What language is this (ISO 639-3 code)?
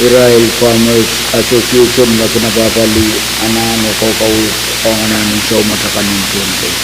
pon